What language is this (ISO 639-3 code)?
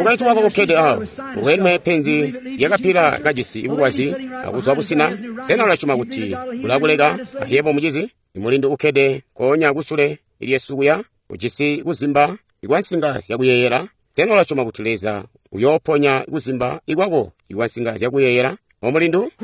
toi